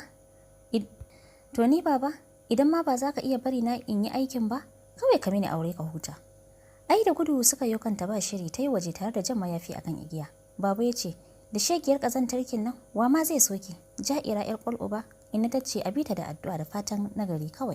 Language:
Hausa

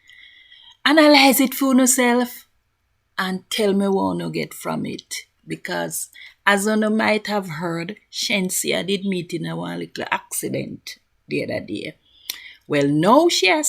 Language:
Jamaican Creole English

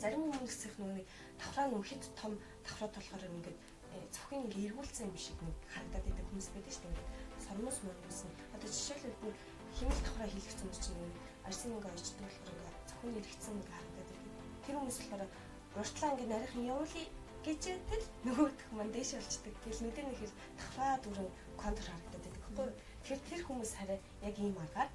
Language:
Mongolian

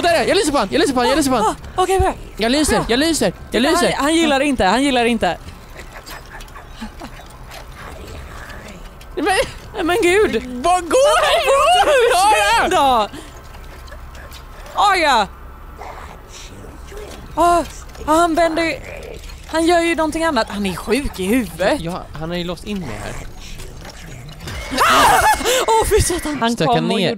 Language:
Swedish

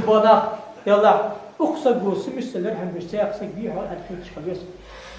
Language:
Ingush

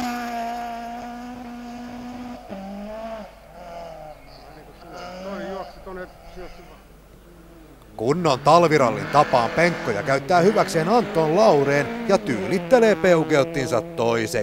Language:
Finnish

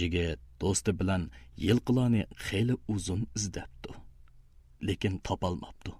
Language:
Uyghur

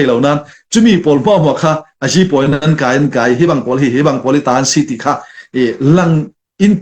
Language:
Falam Chin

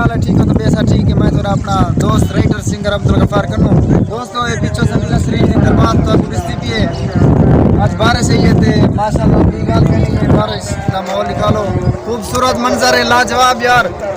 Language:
Saraiki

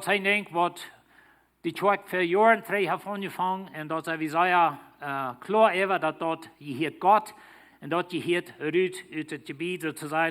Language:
Plautdietsch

